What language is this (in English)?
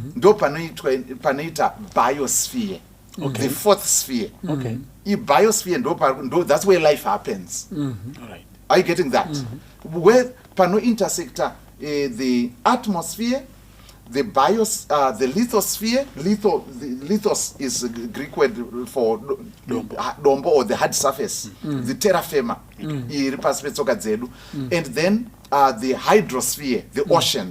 Shona